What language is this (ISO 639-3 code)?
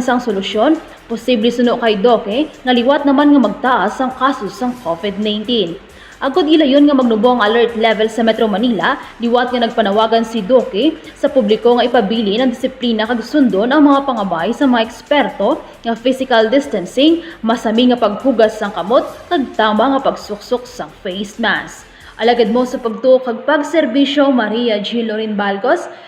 hil